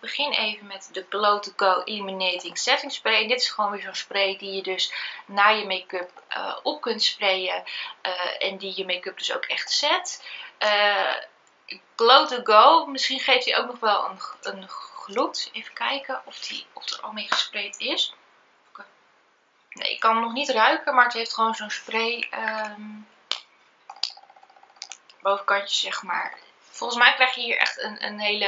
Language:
Dutch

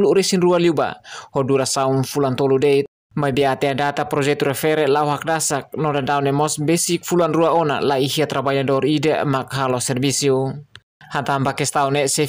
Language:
Tetum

